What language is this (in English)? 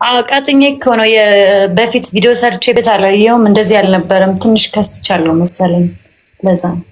Amharic